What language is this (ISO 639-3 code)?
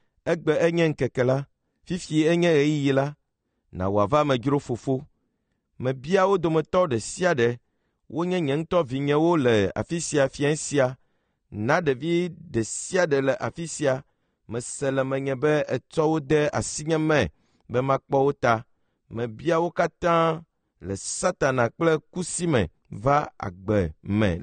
ewe